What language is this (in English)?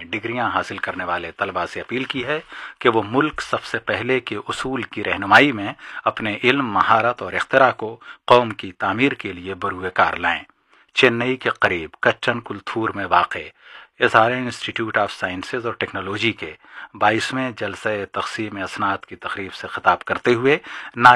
Urdu